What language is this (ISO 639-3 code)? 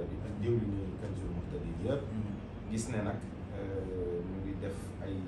wol